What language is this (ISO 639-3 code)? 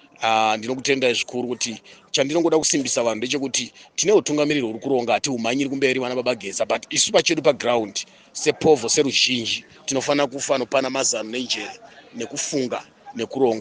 sna